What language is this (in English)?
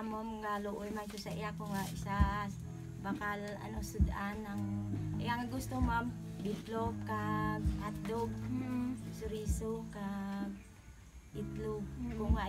Hiligaynon